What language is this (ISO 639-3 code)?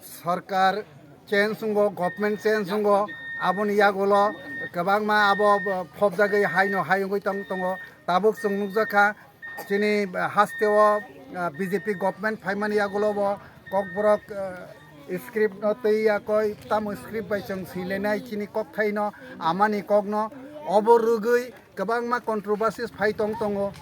trp